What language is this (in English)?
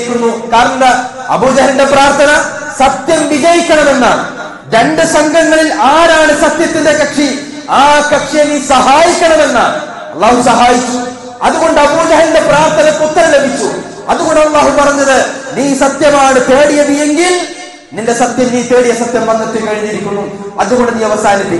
Malayalam